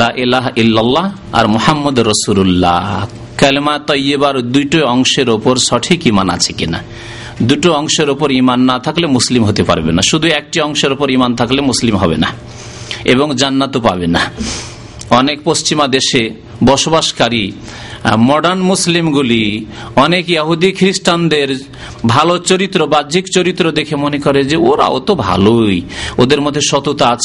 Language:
Bangla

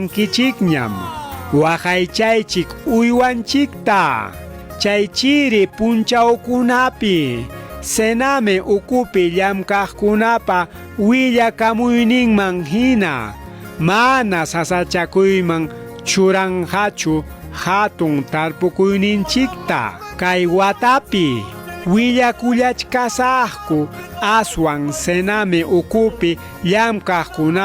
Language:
Ayacucho Quechua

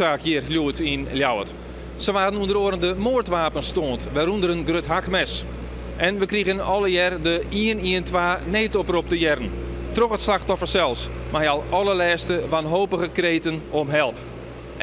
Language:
Western Frisian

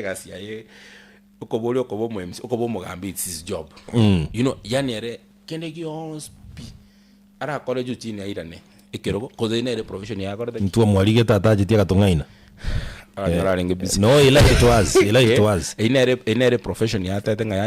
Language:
Gusii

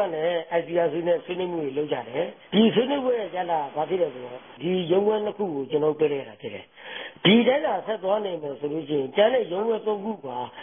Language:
Burmese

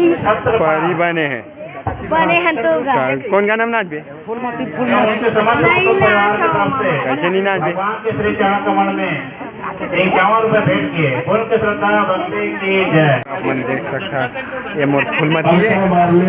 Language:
Chhattisgarhi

